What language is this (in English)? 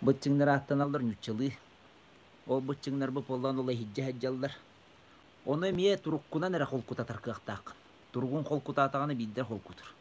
Yakut